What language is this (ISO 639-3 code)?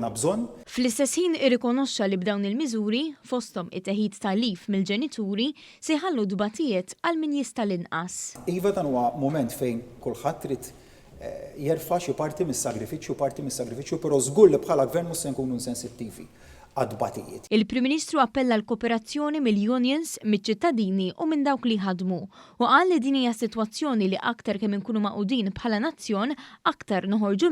mlt